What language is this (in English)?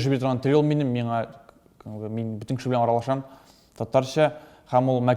Tatar